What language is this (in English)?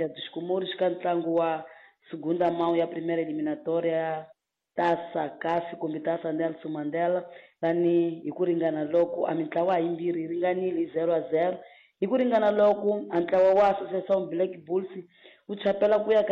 Tsonga